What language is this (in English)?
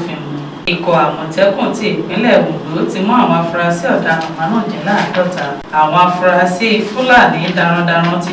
Yoruba